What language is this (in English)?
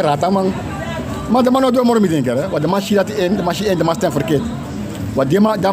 Sranan Tongo